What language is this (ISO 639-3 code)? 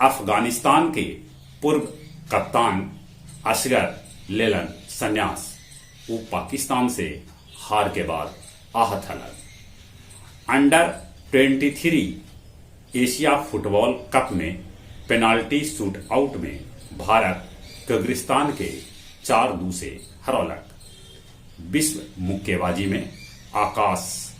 mag